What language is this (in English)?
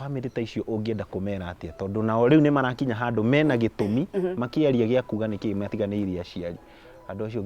Kikuyu